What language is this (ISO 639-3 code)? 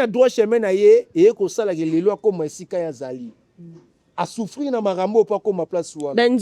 lin